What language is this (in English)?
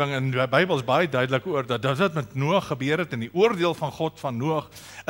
Afrikaans